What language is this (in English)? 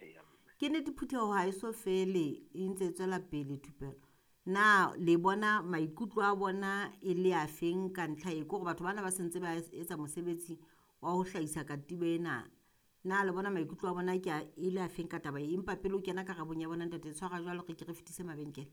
Southern Sotho